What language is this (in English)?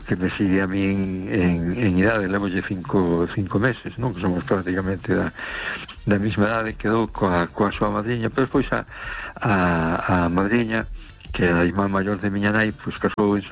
Galician